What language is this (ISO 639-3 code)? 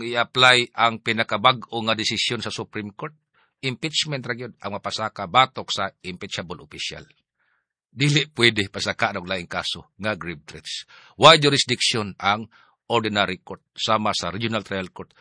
ceb